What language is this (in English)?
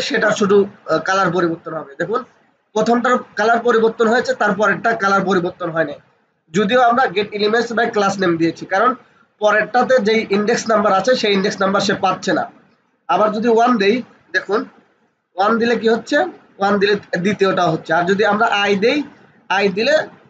Bangla